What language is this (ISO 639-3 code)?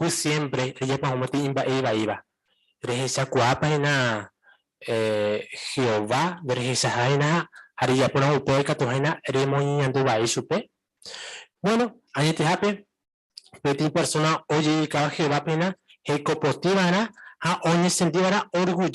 grn